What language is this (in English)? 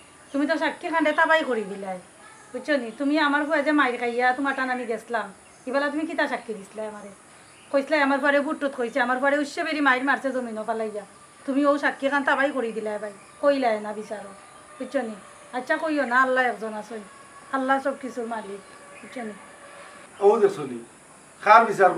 Sylheti